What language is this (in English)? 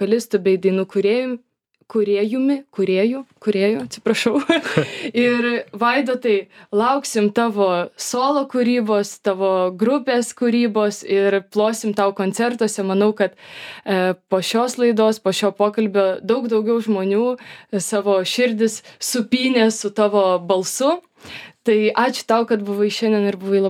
Lithuanian